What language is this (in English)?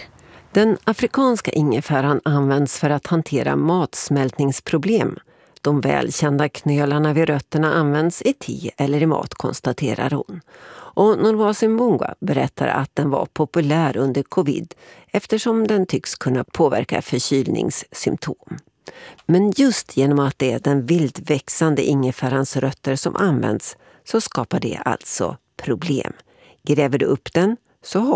Swedish